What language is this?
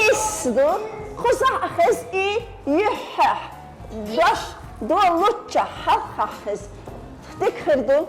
Chechen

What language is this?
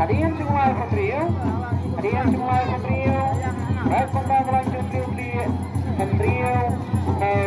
Khasi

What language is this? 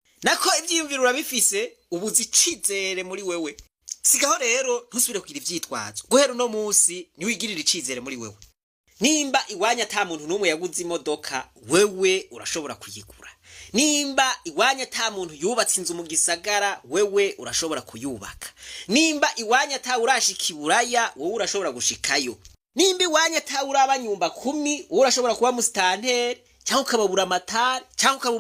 Rundi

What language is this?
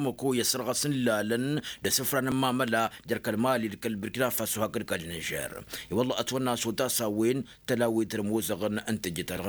Tamasheq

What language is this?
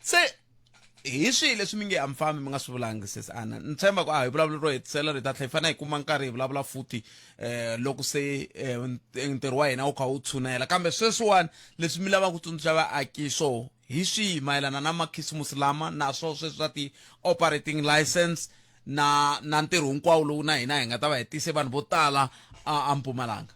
Tsonga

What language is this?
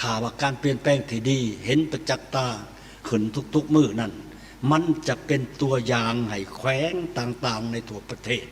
Lao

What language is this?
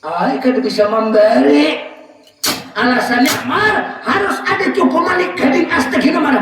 Banjar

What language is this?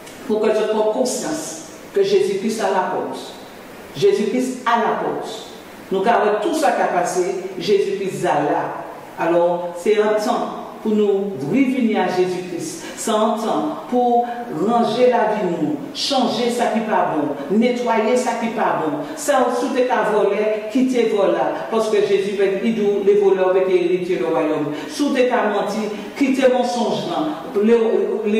Guadeloupean Creole French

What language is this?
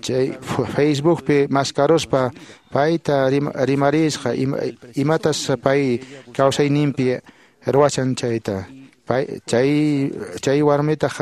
Quechua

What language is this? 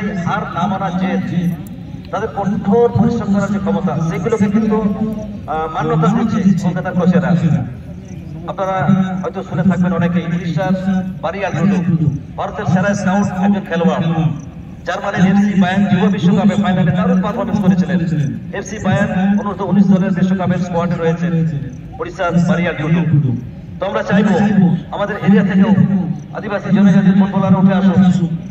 Bangla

